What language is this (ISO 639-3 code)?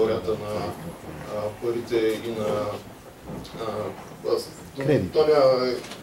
bul